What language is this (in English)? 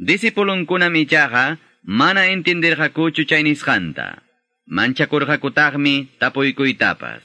Quechua